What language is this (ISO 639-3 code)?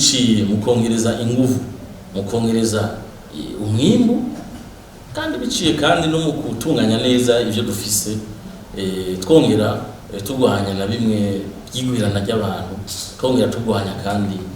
run